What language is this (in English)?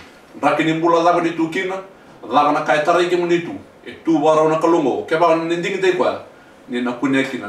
Fijian